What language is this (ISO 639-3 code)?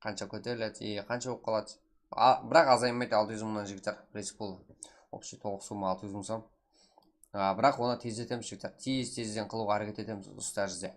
kaa